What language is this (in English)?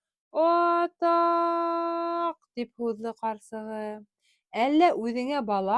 Bashkir